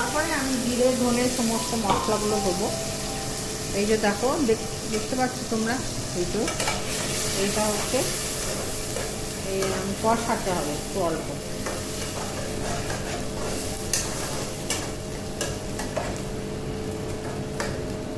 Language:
Bangla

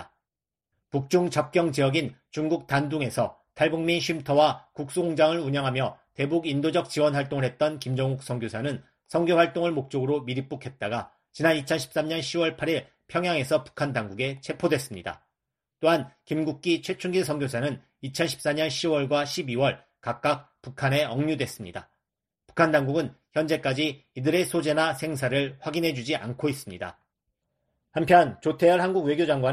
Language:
Korean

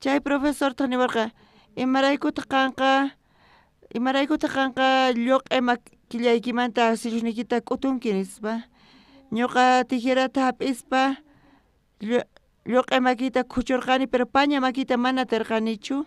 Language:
South Bolivian Quechua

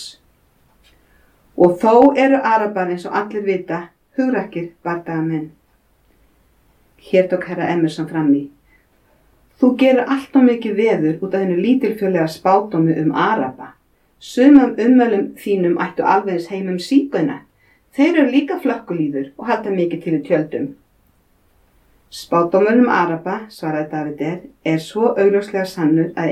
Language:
Icelandic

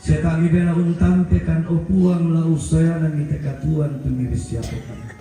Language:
Toraja-Sa'dan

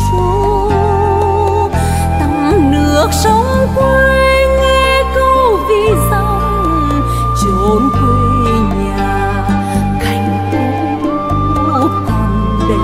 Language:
Vietnamese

